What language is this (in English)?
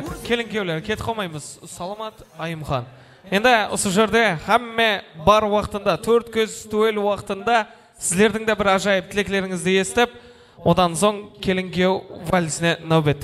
Kara-Kalpak